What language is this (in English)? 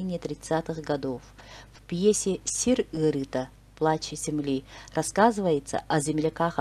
Yakut